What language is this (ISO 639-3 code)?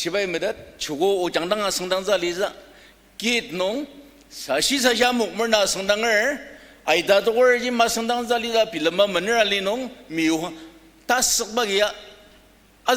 njo